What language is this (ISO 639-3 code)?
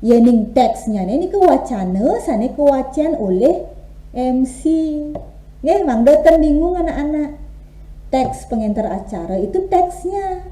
ban